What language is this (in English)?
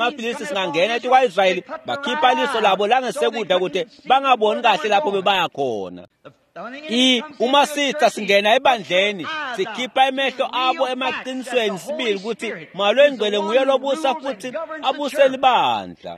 Swati